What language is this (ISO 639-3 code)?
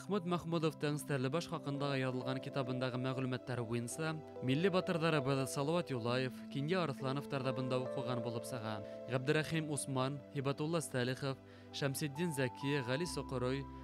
bak